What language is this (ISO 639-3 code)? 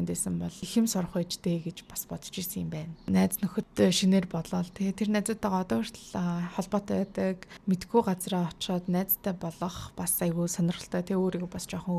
mon